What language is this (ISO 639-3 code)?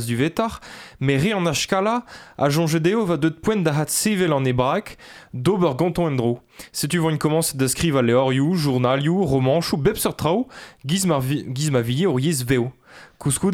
bre